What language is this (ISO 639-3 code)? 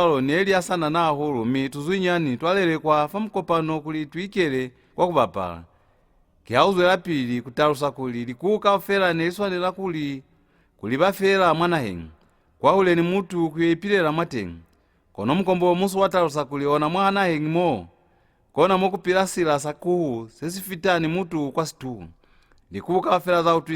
loz